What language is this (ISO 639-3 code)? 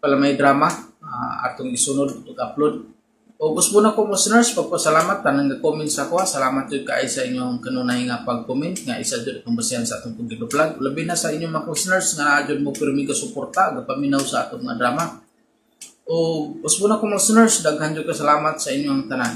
ceb